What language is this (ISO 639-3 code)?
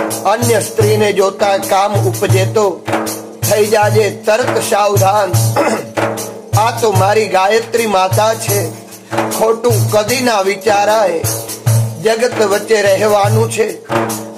guj